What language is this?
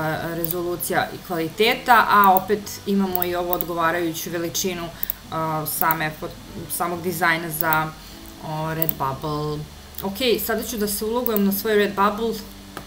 Serbian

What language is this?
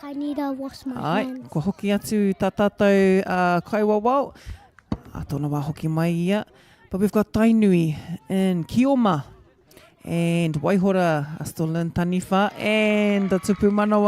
Māori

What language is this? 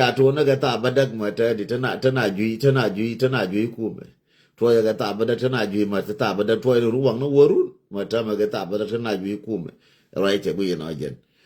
Nuer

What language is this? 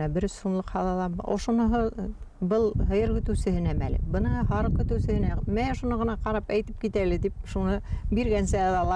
Bashkir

